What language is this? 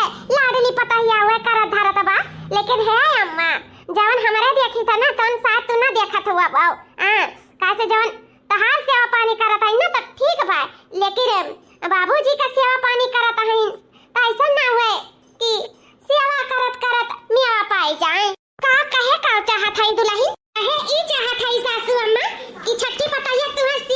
Awadhi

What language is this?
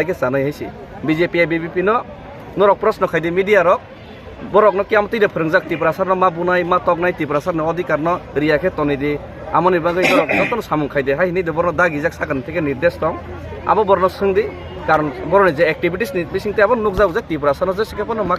Kok Borok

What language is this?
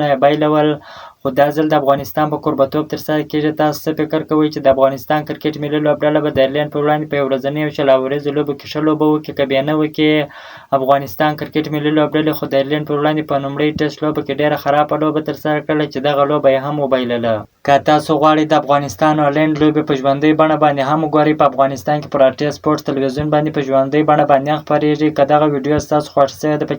Pashto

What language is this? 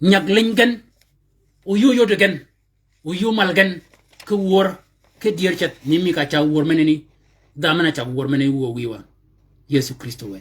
Shilluk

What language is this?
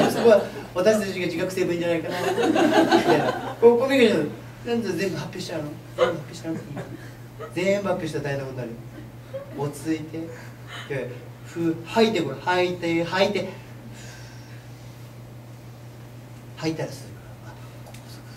Japanese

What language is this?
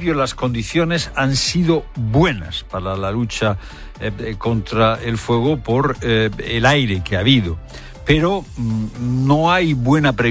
Spanish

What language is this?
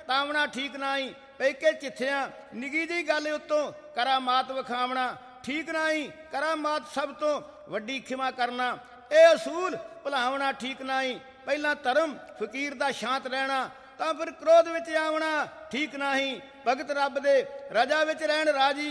Punjabi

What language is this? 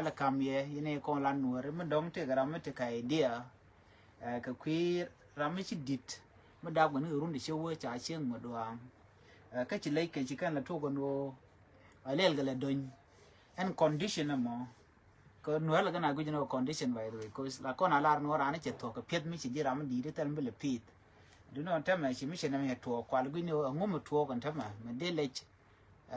Nuer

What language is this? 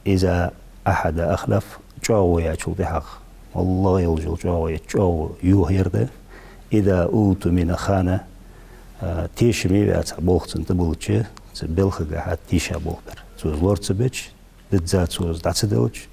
Ingush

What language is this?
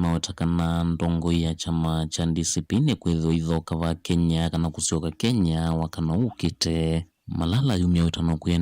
Kamba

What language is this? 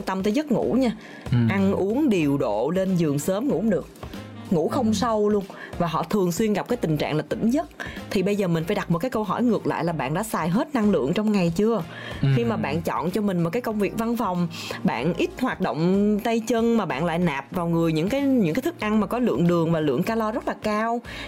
Vietnamese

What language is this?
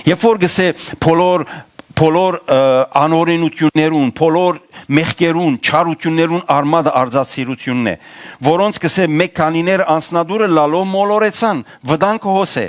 Western Armenian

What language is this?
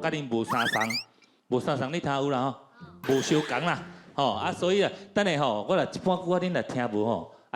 Min Nan Chinese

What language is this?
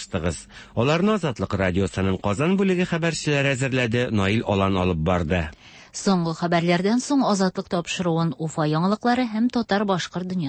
Tatar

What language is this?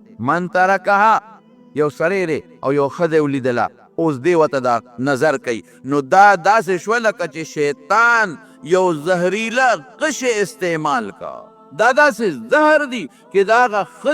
Pashto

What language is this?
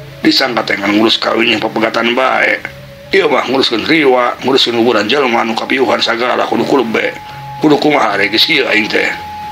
Sundanese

